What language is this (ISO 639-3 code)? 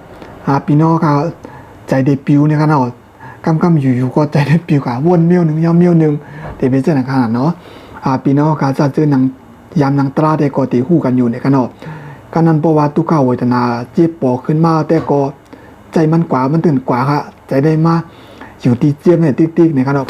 shn